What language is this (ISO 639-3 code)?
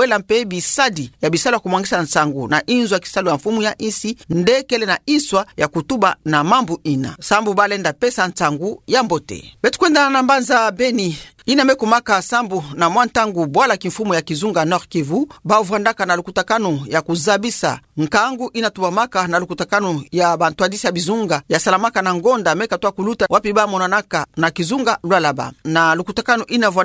ktu